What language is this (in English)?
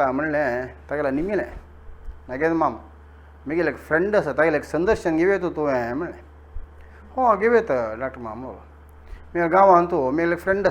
Konkani